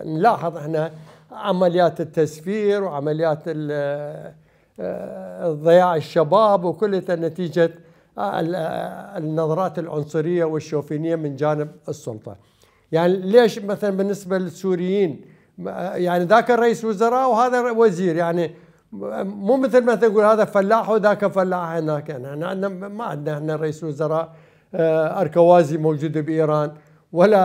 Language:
Mesopotamian Arabic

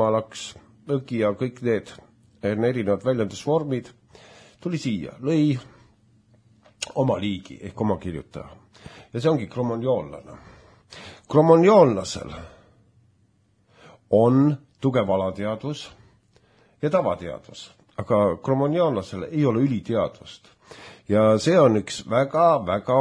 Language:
Estonian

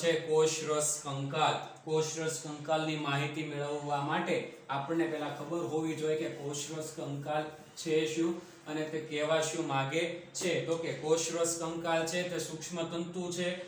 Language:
Gujarati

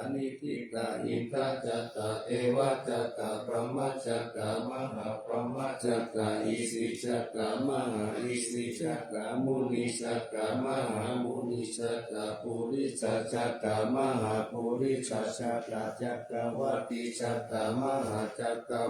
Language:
Pali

